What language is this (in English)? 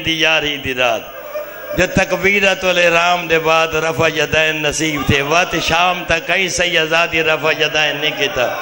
Saraiki